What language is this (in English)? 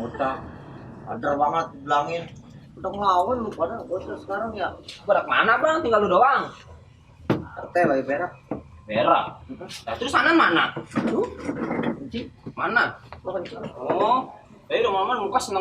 Betawi